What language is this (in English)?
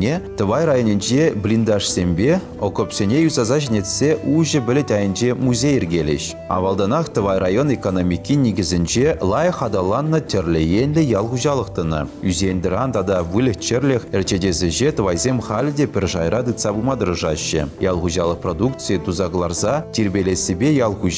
Chuvash